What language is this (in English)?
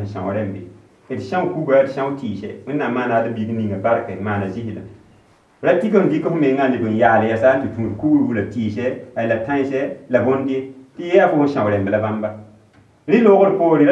Mossi